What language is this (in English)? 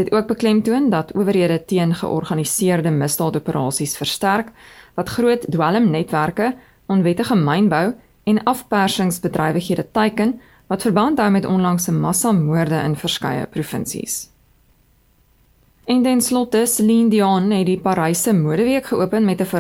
Afrikaans